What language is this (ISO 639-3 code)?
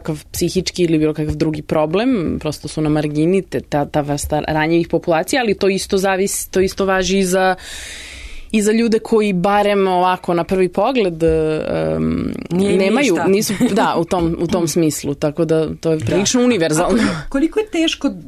srp